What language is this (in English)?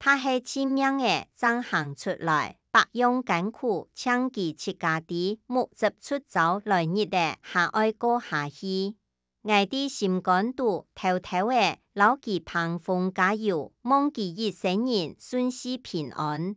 Hakka Chinese